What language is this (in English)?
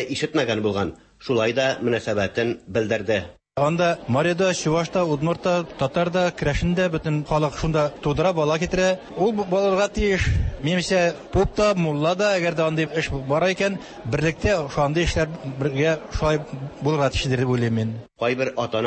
Tatar